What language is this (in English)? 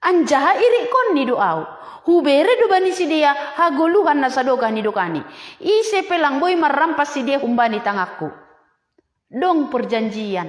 Batak Simalungun